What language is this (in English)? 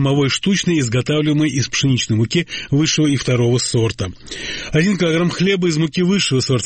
Russian